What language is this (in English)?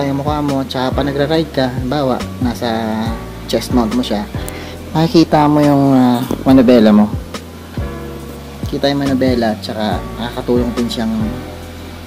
Filipino